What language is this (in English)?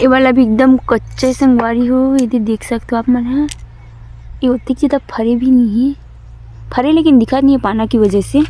Chhattisgarhi